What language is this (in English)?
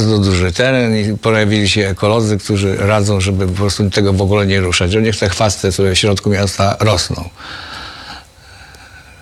Polish